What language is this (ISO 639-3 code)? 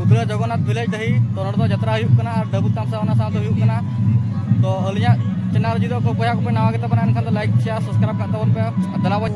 sat